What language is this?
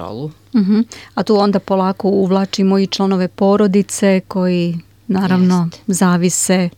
Serbian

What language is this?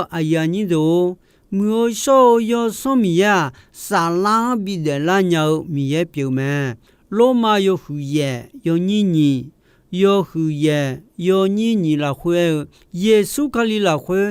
Akha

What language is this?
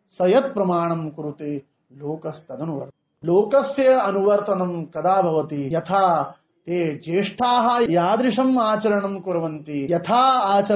Sanskrit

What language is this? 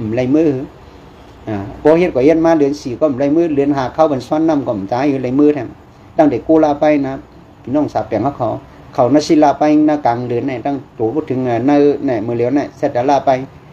Shan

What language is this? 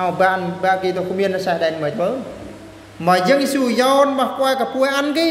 Eastern Bru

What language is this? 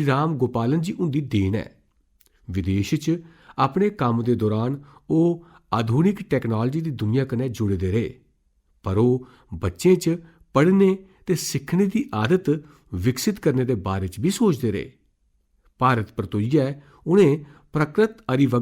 Dogri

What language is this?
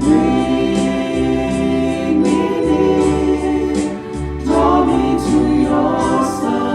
Samoan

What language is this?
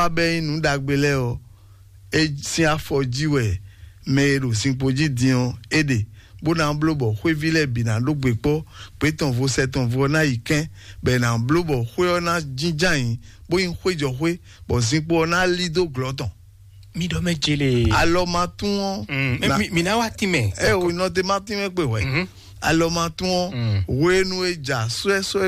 Fon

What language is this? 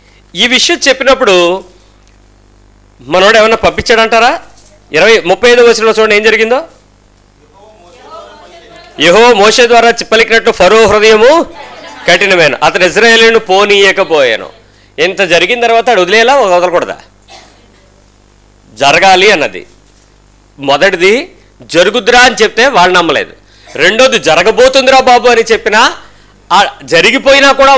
Telugu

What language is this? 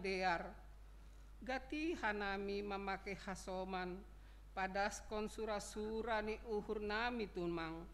Batak Simalungun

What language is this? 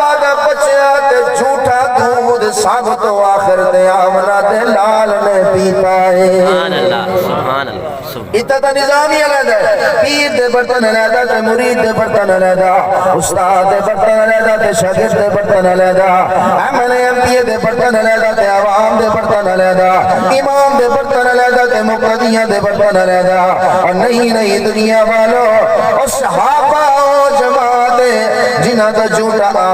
Saraiki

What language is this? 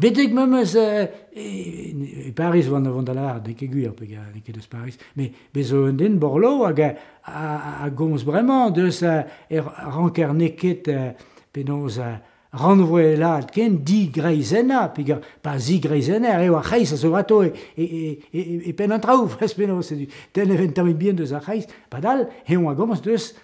Breton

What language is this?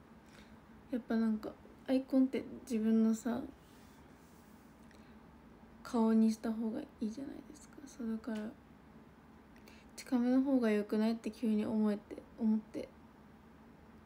Japanese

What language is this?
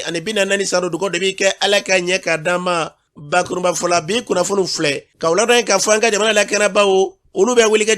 Bambara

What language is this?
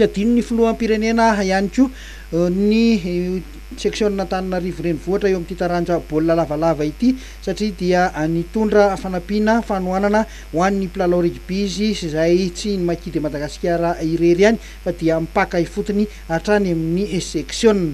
Malagasy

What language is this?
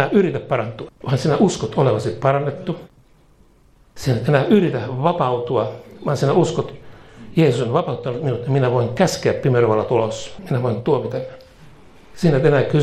Finnish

